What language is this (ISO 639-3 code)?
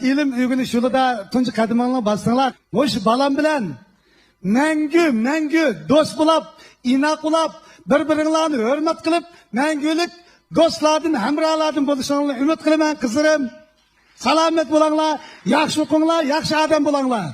uig